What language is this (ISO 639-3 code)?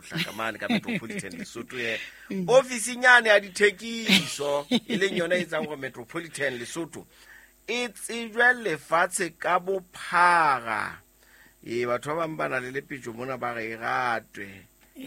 sot